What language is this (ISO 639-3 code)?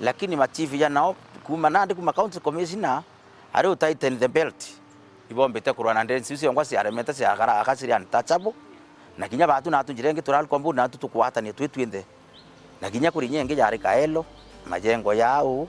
mer